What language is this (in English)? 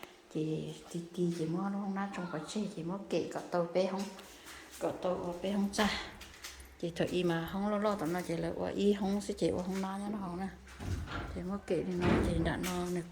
Hmong